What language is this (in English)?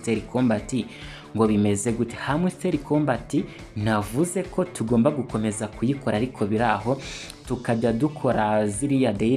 Kinyarwanda